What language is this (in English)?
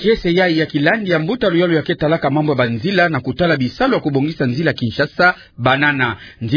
Kituba (Democratic Republic of Congo)